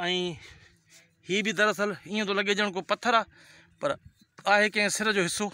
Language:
Sindhi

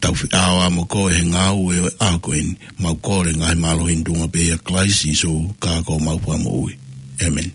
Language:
Tongan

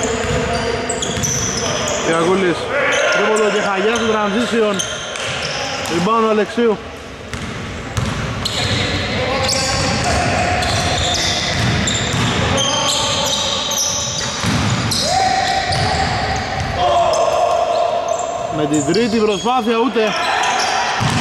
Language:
Greek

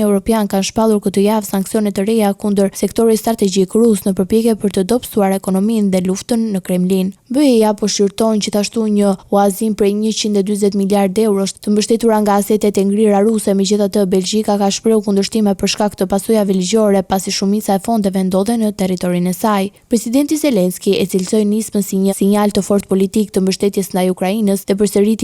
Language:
Albanian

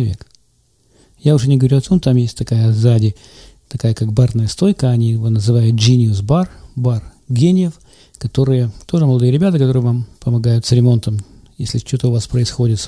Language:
Russian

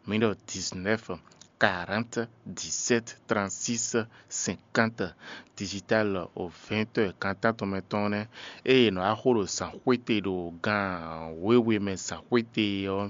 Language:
Fon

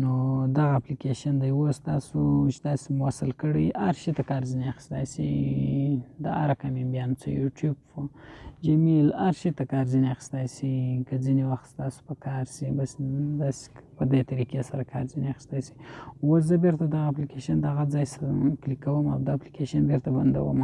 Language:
Pashto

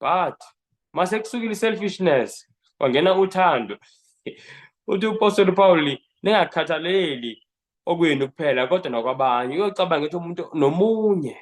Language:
Zulu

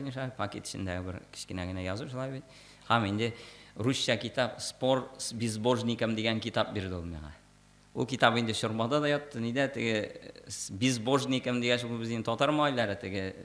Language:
Tatar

